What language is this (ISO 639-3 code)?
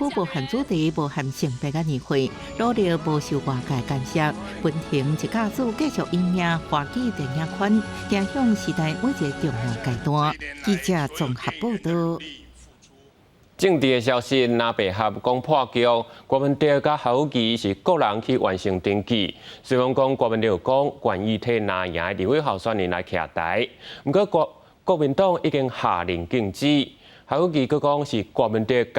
nan